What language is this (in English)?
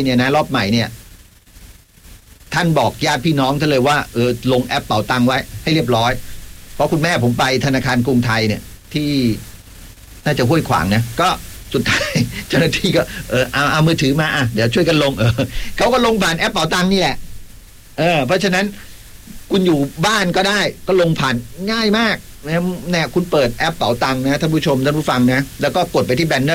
Thai